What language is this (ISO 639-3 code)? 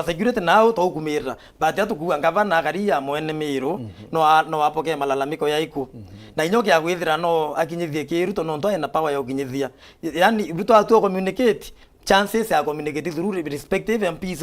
mer